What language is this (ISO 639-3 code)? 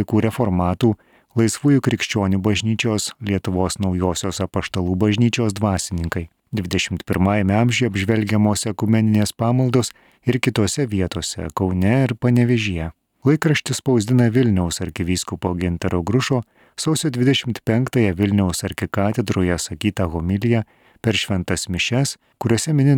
lit